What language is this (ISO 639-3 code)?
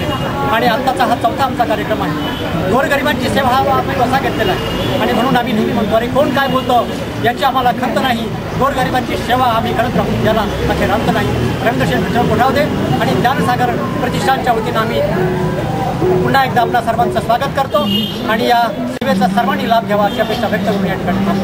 mar